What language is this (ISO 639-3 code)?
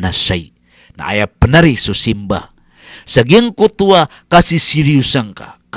mrw